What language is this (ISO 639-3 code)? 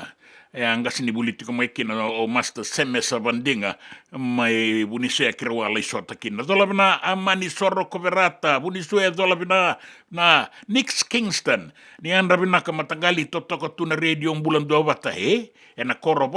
fij